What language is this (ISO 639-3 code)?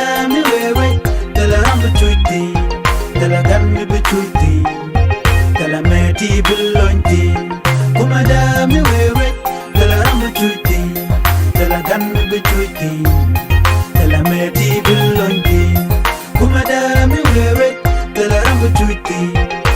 nus